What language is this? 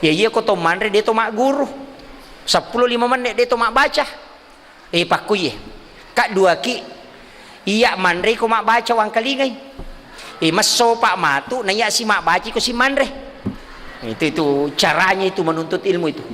Buginese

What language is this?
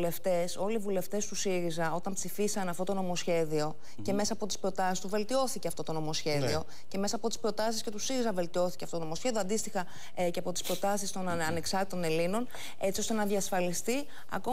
Greek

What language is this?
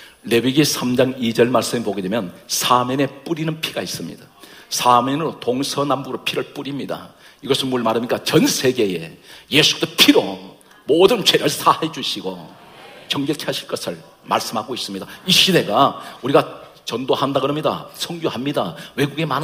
Korean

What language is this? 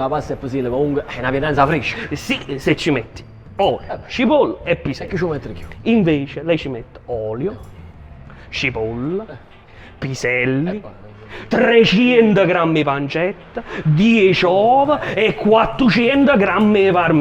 Neapolitan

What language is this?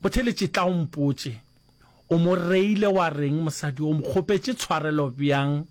Northern Sotho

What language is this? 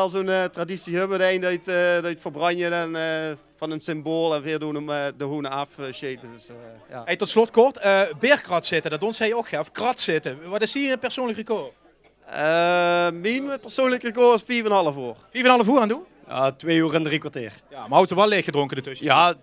Limburgish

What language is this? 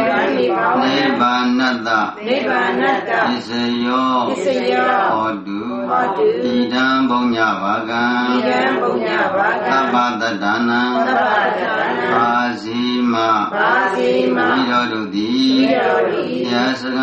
Burmese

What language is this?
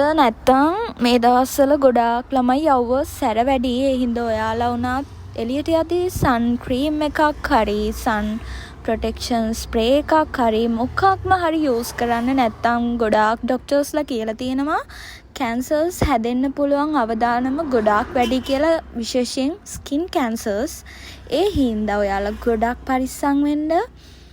Sinhala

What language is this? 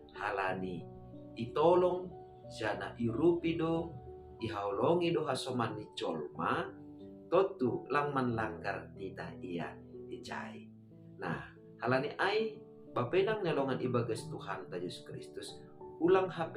Batak Simalungun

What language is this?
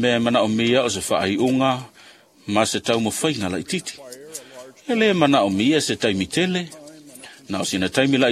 Samoan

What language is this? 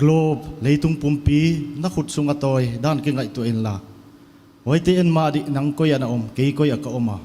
Paite Chin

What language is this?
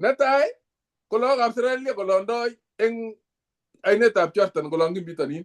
Kalenjin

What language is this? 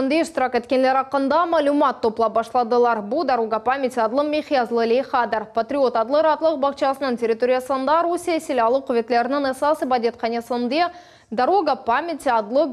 Crimean Tatar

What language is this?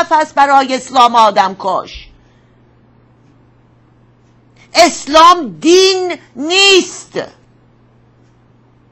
Persian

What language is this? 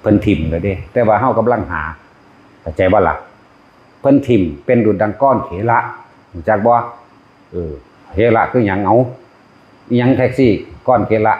Northeastern Thai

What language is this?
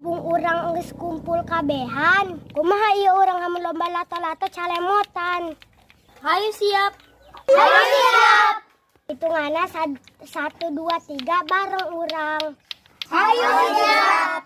Sundanese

